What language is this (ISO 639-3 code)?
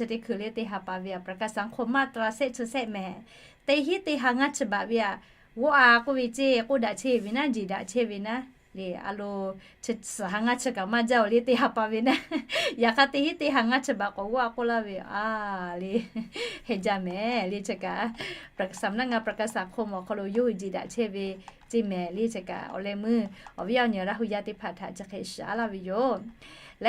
lhu